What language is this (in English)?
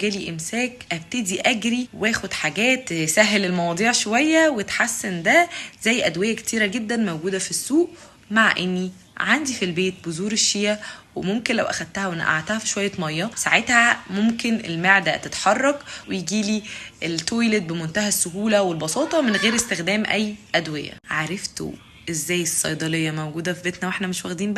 Egyptian Arabic